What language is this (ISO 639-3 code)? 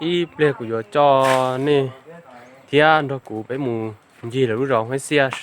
hmn